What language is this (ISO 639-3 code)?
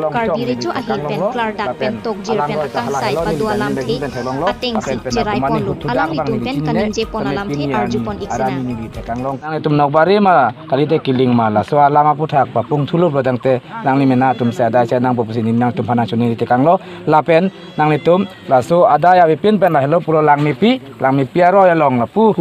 mjw